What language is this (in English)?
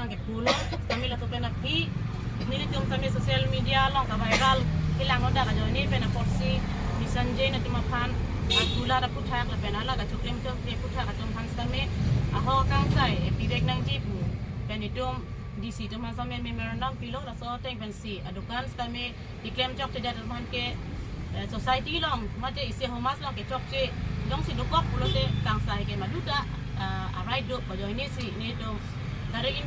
Karbi